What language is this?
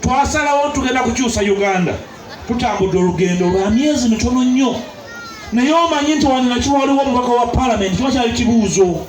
Ganda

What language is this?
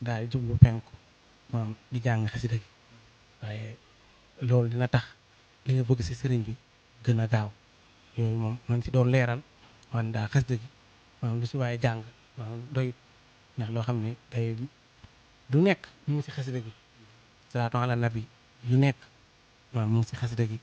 Wolof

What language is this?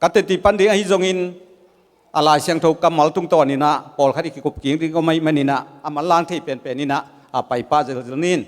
Tedim Chin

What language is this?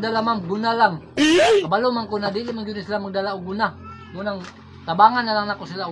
Cebuano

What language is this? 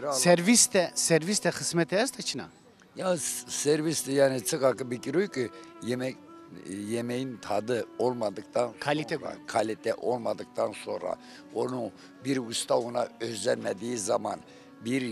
Zaza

